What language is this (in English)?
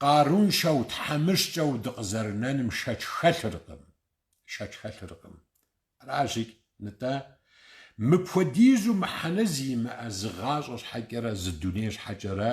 Kabardian